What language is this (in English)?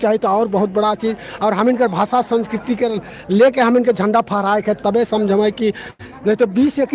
Sadri